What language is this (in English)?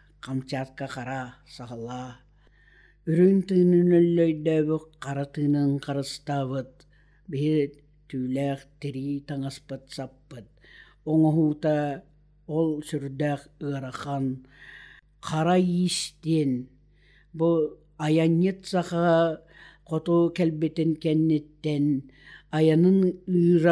Yakut